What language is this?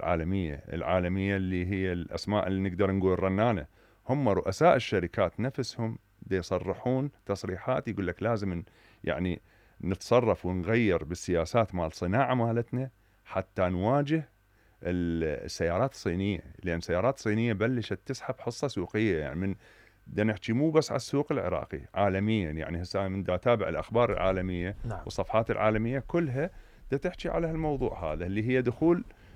Mesopotamian Arabic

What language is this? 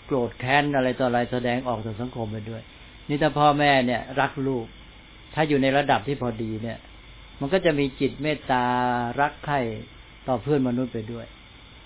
Thai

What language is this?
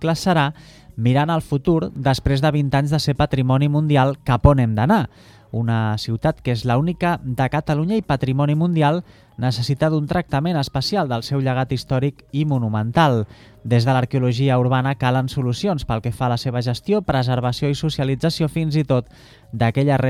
Catalan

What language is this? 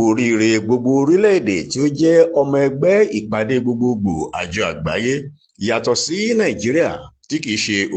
Yoruba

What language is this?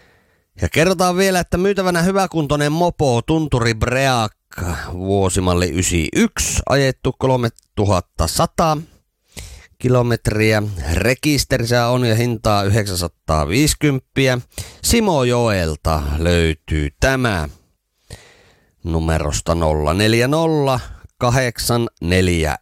Finnish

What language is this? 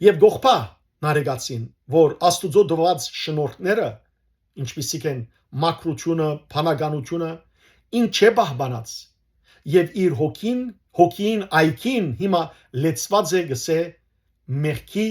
Western Armenian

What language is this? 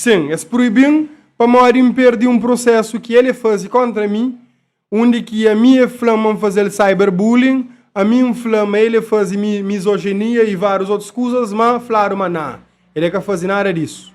Kabuverdianu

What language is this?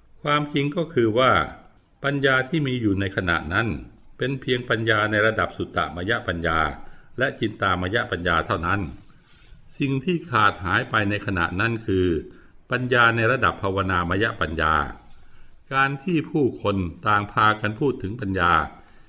Thai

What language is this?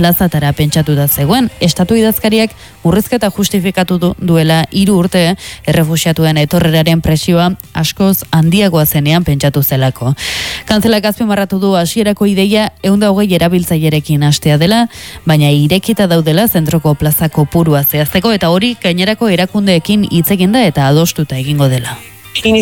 Basque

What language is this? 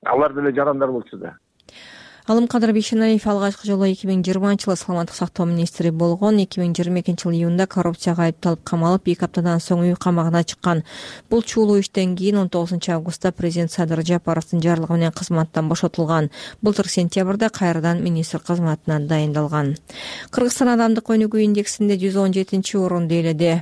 Kyrgyz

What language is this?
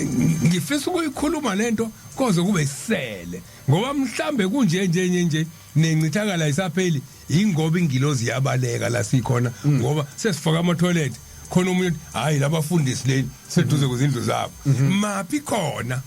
Zulu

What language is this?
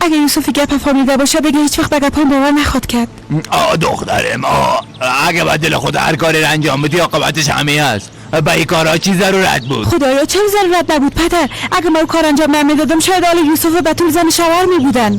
Persian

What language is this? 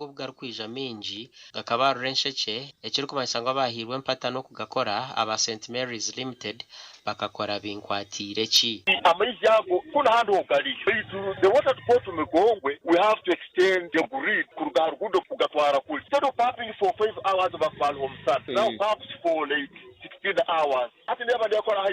Nyankole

